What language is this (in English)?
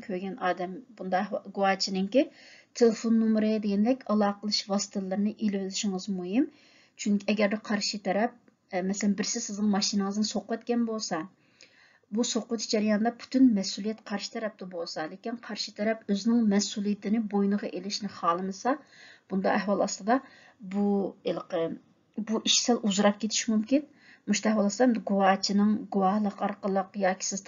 Uyghur